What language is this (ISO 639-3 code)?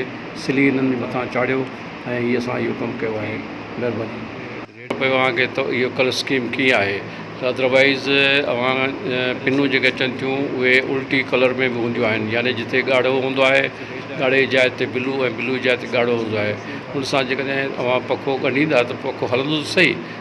snd